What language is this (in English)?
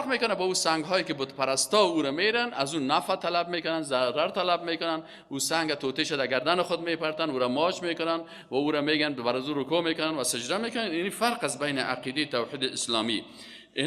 Persian